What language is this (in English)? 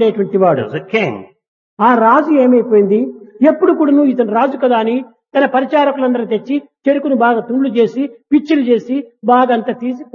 Telugu